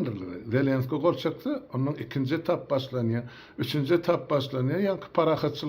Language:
Turkmen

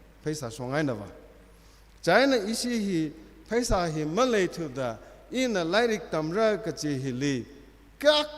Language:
Tangkhul Naga (India)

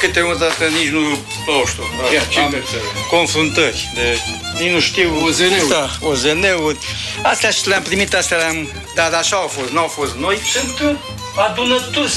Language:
Romanian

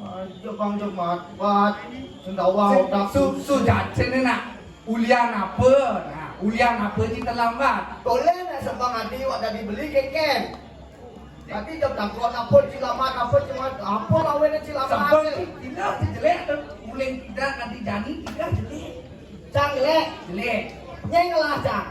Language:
Balinese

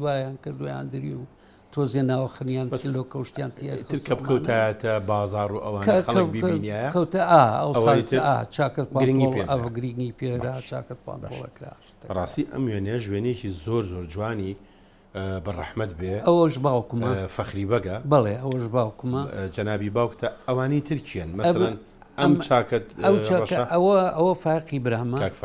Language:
Central Kurdish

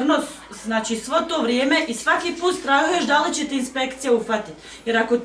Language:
Bosnian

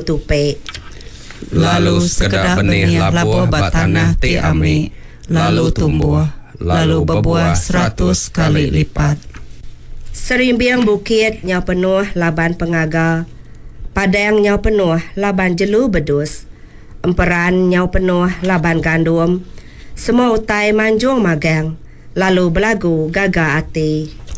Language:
Iban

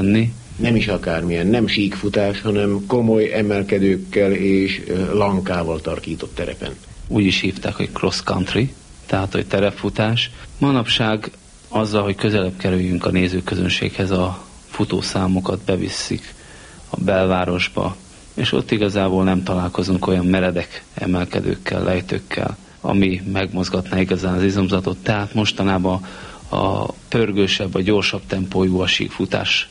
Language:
Hungarian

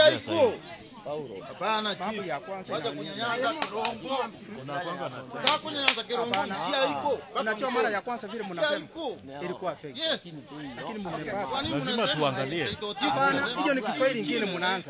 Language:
Gusii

